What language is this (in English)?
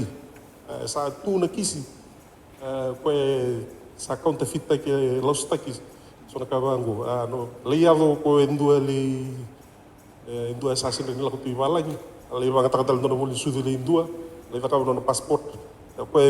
Fijian